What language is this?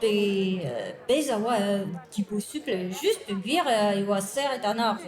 Breton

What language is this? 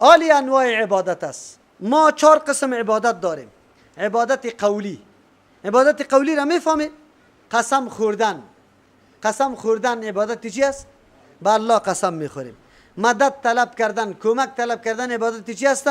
Persian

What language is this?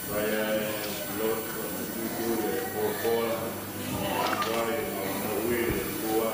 Tongan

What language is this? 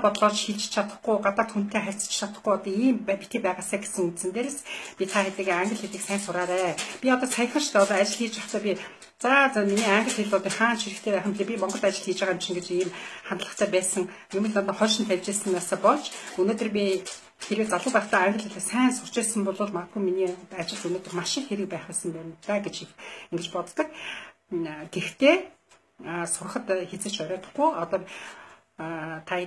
Mongolian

